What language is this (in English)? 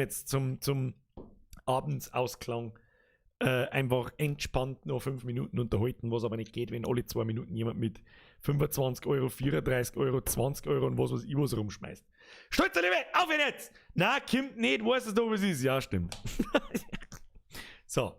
Bavarian